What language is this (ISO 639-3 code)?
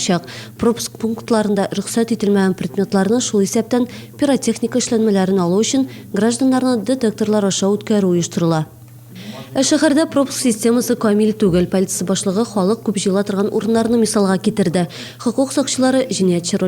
tat